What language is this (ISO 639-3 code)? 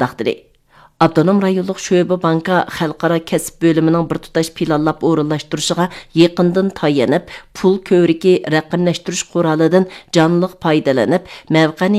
uig